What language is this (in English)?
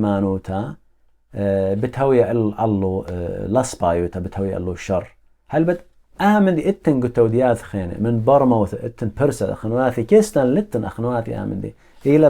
Assyrian Neo-Aramaic